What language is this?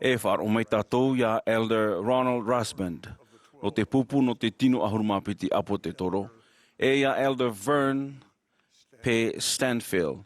Tahitian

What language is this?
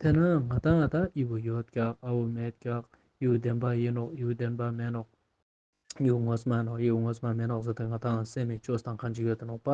Ladakhi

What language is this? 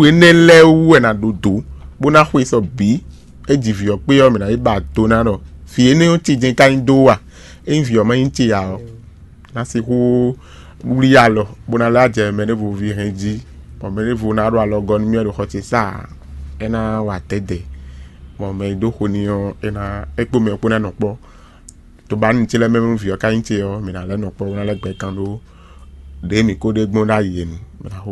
Fon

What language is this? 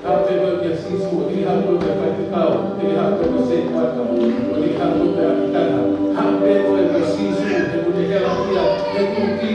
Tongan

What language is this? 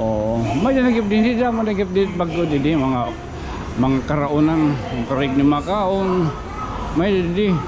Waray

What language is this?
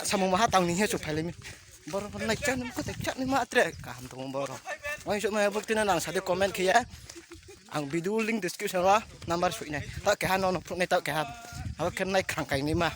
Riang (India)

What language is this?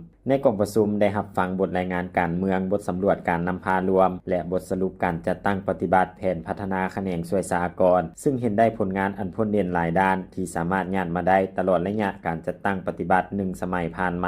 Lao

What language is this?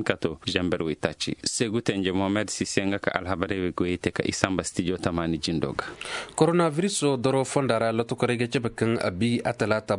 Zarma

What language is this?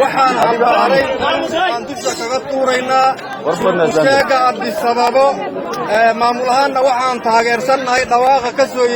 Somali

